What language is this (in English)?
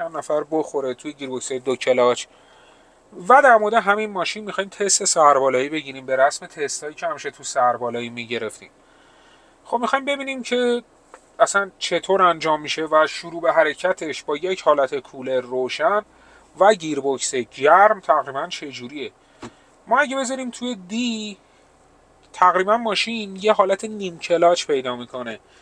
Persian